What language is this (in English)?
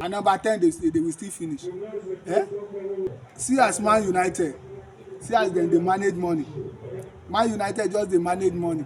Nigerian Pidgin